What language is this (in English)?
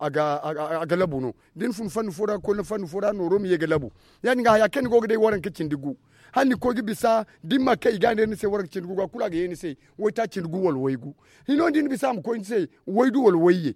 Zarma